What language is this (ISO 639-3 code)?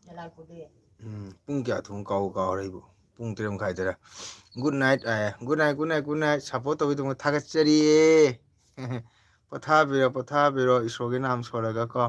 mni